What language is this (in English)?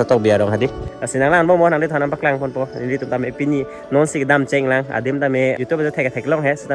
Karbi